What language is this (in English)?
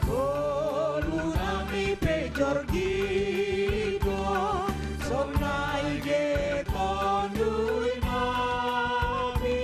Batak Simalungun